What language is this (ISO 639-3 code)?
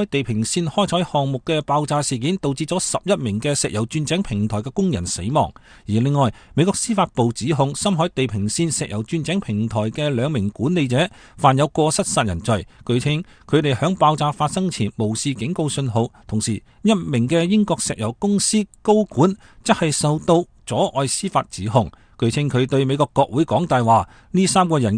yue